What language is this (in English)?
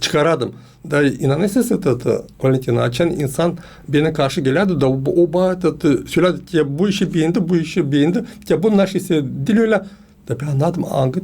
Gagauz